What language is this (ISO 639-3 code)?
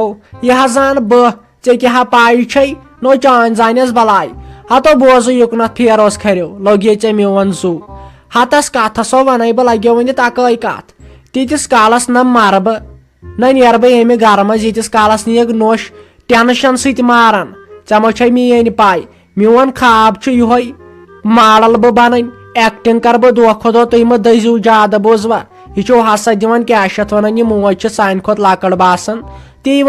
kas